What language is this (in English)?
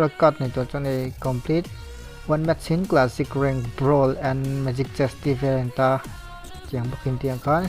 Mizo